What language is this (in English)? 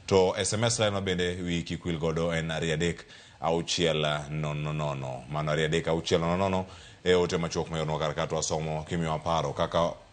Luo (Kenya and Tanzania)